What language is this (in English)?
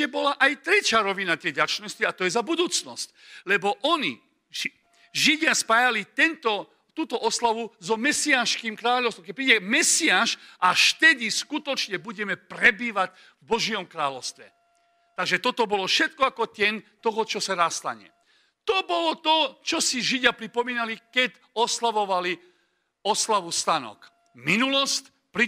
Slovak